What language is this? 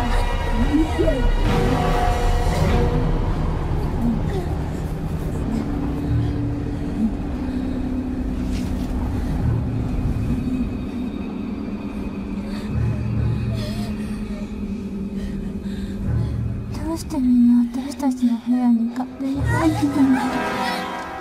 Japanese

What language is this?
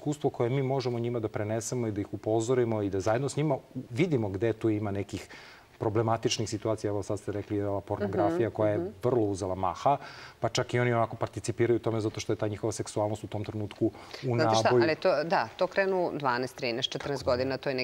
Serbian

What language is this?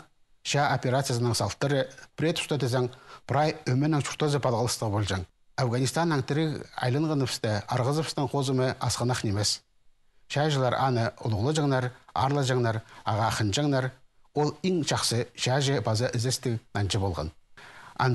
Khakas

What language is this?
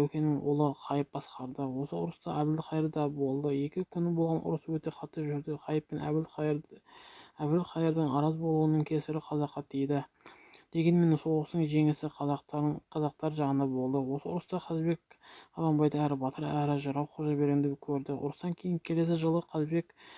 Kazakh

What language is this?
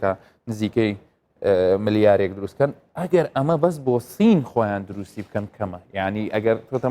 Central Kurdish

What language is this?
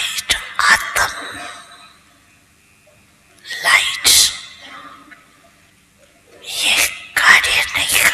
Hindi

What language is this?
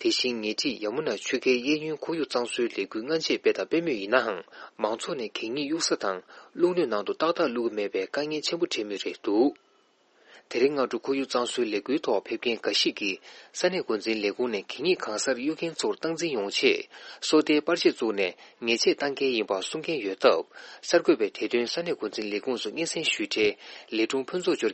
Tibetan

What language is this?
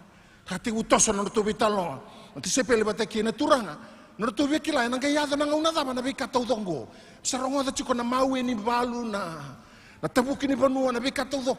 Fijian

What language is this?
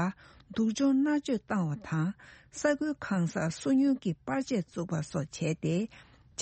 Tibetan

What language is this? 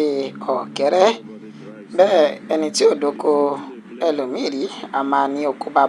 Yoruba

